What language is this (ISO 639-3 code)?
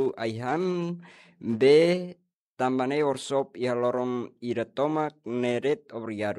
tet